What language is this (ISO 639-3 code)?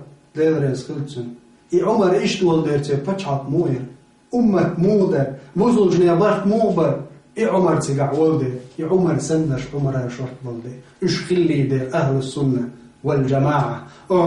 che